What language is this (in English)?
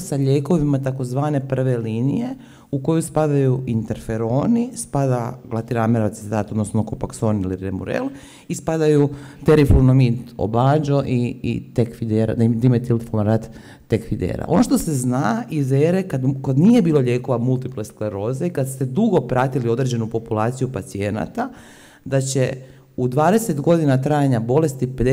Croatian